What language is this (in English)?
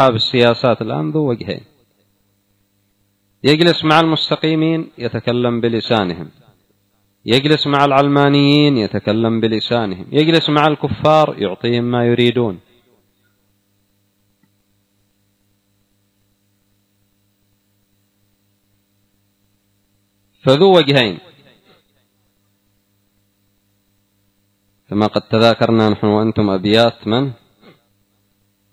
Arabic